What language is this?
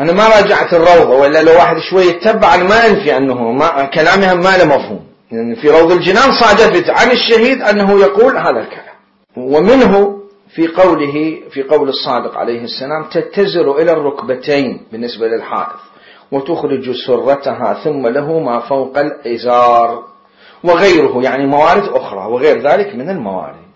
Mesopotamian Arabic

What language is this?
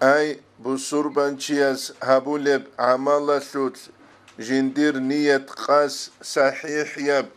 Avaric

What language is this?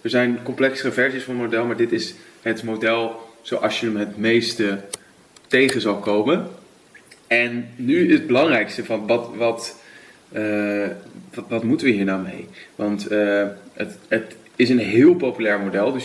Dutch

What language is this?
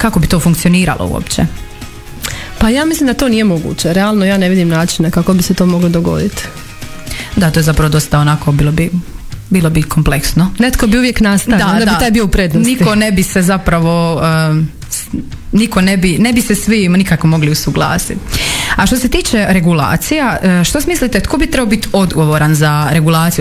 Croatian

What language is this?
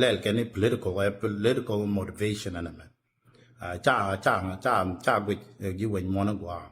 Nuer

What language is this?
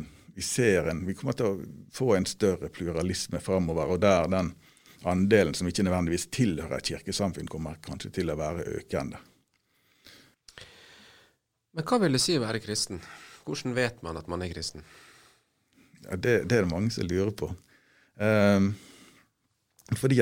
Norwegian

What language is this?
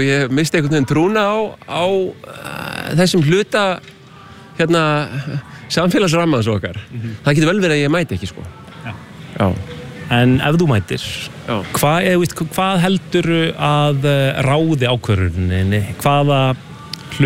Icelandic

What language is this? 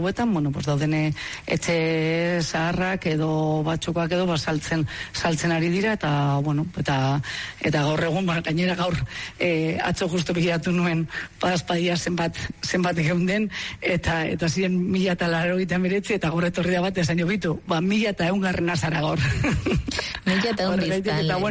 Basque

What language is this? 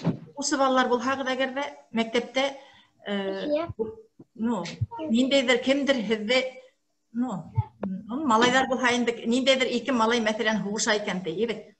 Bashkir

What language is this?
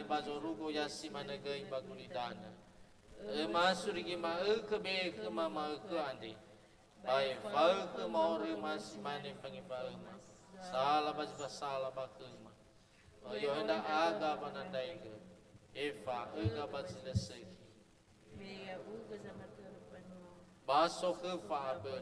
Nias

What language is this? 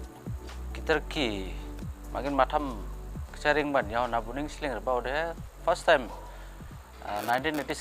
Dimasa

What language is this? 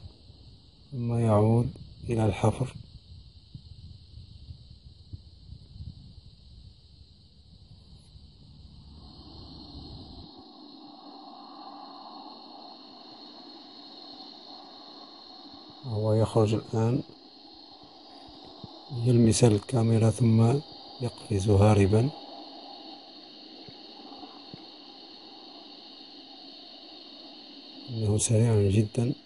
Arabic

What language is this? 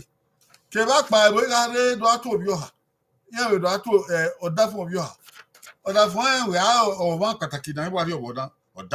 Bini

